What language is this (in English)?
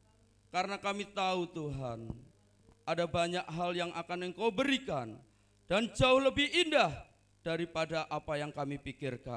Indonesian